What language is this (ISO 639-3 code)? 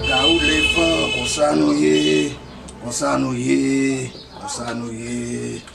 hat